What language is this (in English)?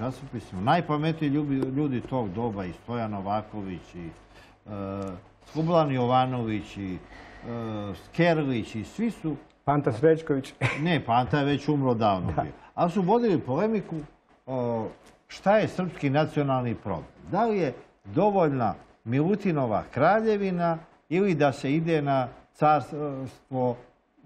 Serbian